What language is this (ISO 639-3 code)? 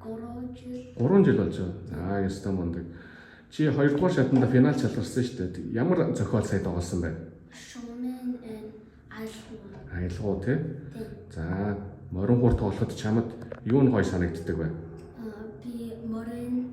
mon